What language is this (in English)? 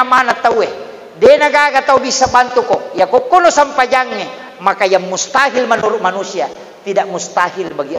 Buginese